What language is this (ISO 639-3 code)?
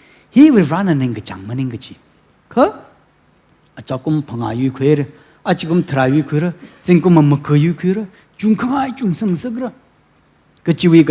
nmf